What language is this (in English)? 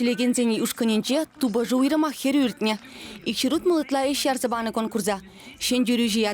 Chuvash